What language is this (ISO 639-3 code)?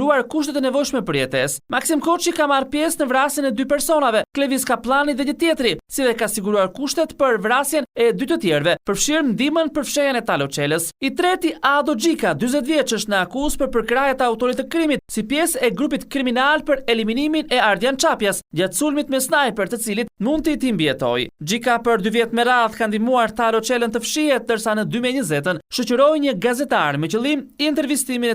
sqi